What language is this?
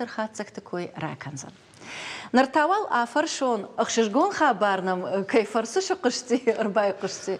Ossetic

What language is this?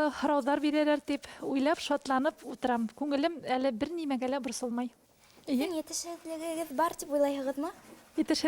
Bashkir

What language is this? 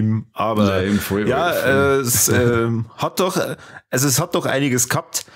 Bavarian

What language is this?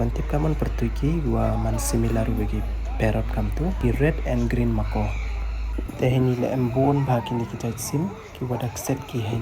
Pnar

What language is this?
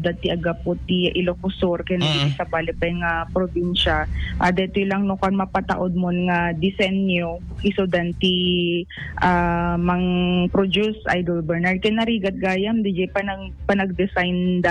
Iloko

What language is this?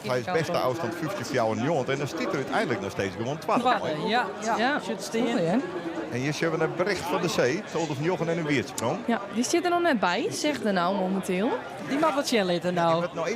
Western Frisian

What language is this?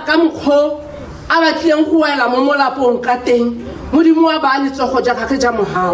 Tswana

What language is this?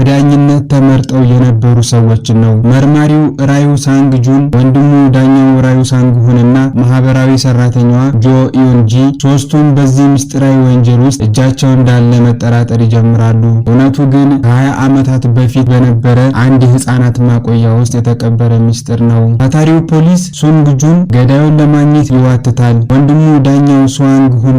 Amharic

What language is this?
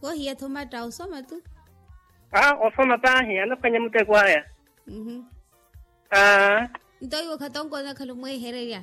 Makhuwa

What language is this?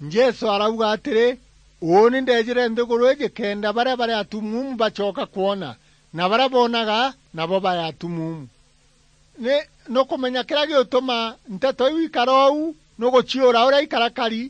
Meru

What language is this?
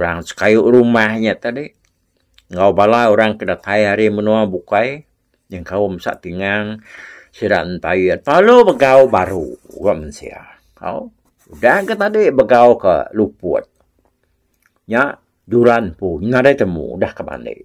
Iban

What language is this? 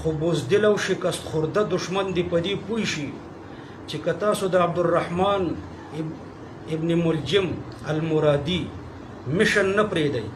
Pashto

